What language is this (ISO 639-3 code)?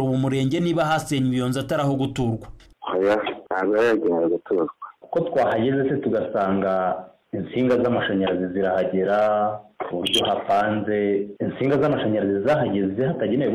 kin